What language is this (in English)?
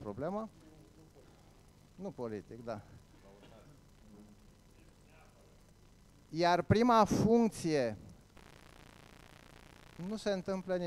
Romanian